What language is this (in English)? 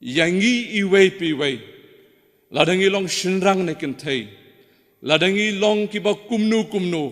Khasi